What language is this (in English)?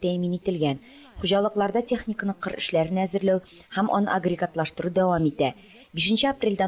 Tatar